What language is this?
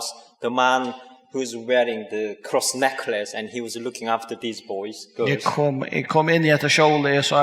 Faroese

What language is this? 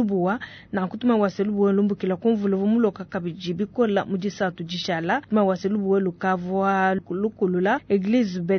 Luba-Lulua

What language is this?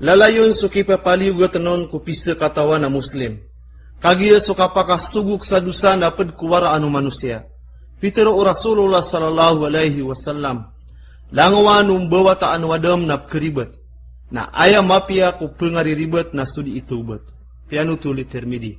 Maranao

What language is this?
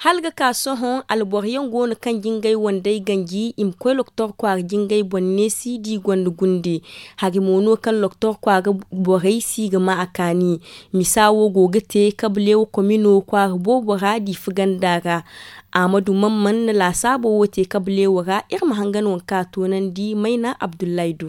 Zarma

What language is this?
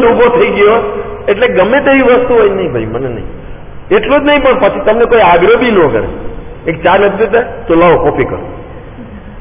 Gujarati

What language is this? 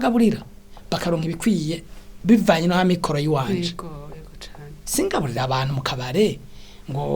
Rundi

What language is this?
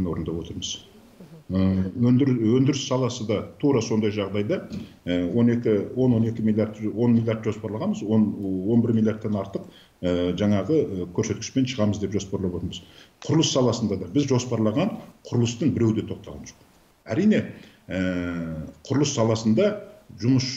Kazakh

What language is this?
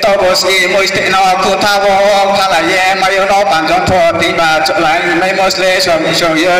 Riang (India)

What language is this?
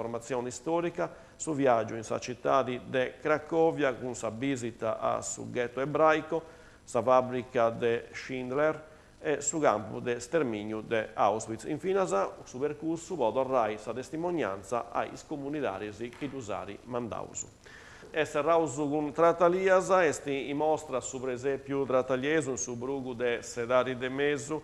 Sardinian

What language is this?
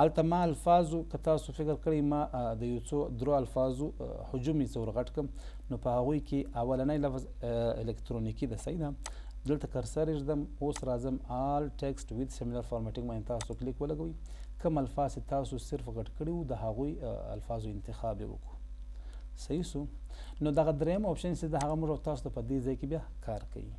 Pashto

